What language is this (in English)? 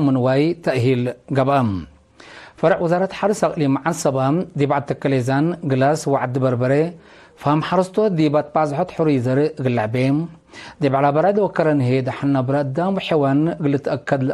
Tigre